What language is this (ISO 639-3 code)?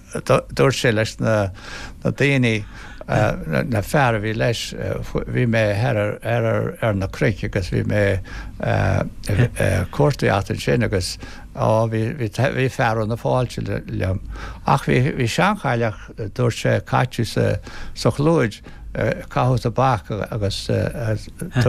gle